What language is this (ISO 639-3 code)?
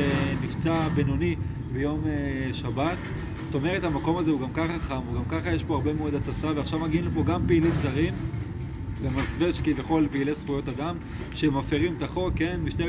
heb